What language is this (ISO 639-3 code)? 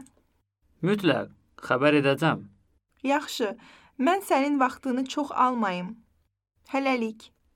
aze